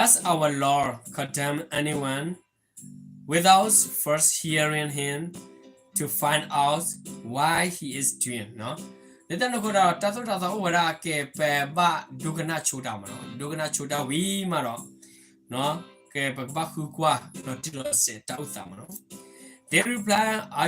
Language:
S'gaw Karen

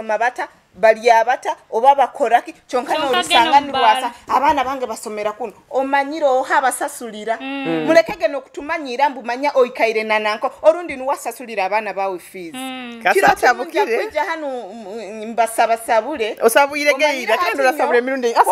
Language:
Nyoro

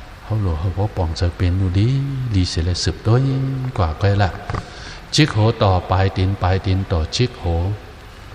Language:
Shan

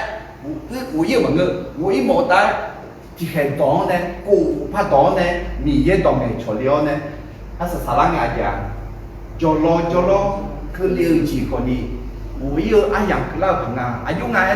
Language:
Akha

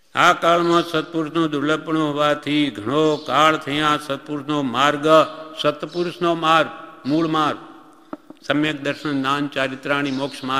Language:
Gujarati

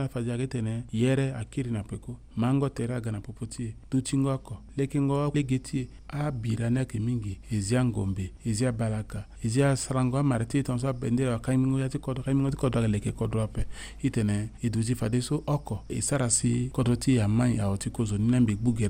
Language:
Sango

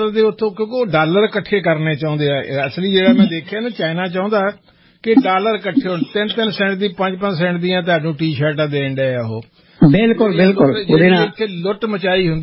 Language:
Punjabi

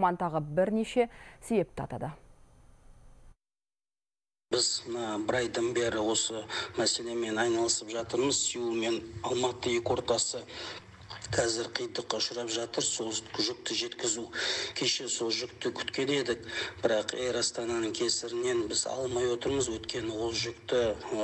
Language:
Kazakh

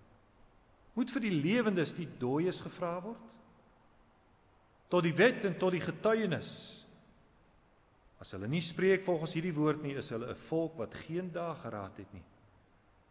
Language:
Afrikaans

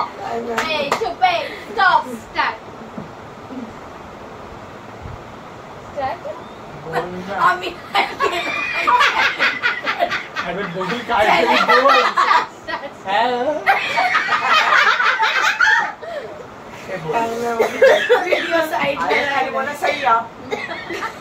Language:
Marathi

